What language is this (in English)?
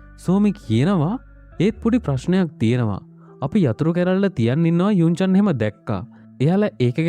Sinhala